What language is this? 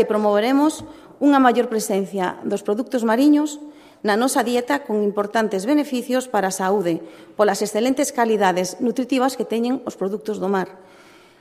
Galician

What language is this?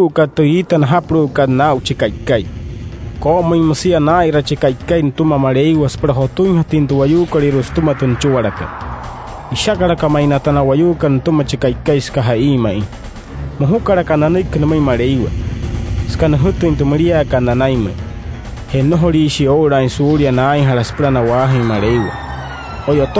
Wayuu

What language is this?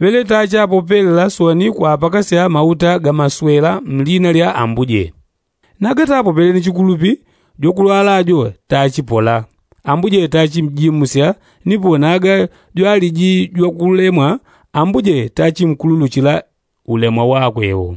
Yao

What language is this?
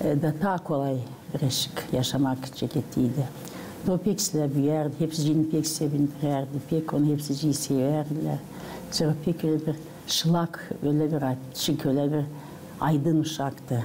Gagauz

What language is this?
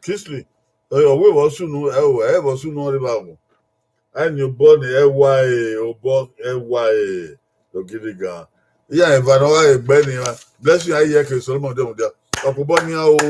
Bini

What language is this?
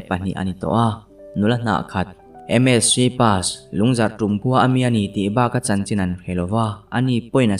Mizo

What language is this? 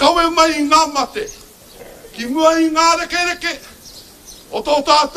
Māori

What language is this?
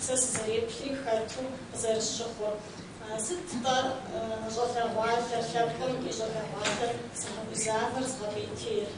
Kabardian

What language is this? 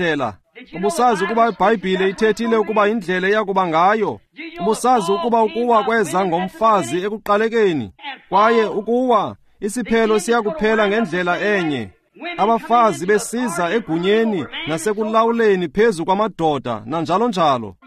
Xhosa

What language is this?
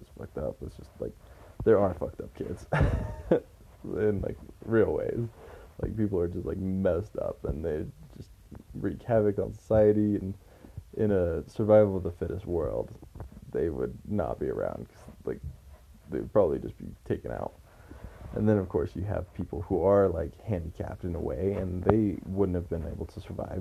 English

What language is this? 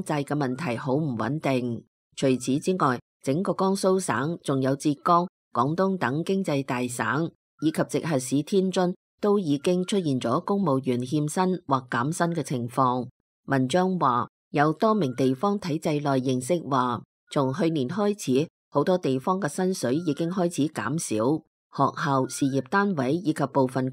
Cantonese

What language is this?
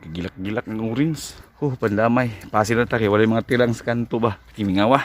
Cebuano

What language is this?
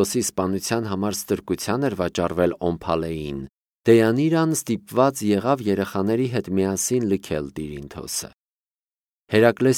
Armenian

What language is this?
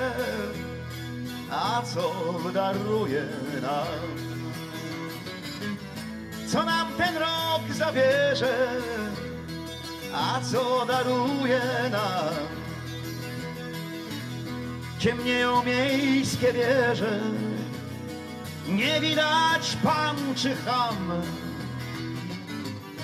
Polish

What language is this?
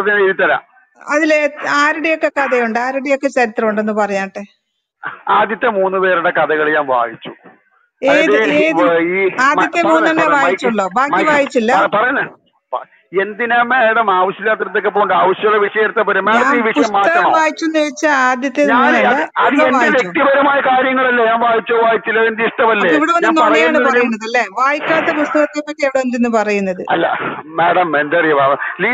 Malayalam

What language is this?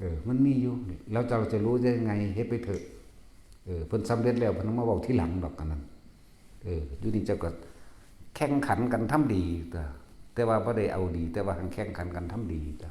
Northeastern Thai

